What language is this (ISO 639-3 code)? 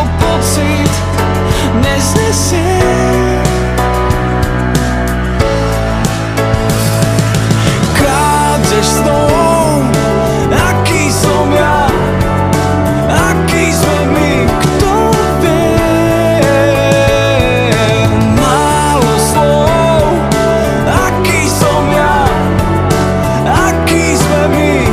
slk